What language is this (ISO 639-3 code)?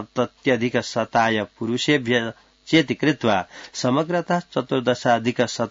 san